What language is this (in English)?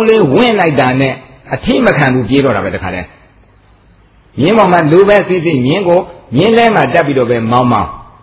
Burmese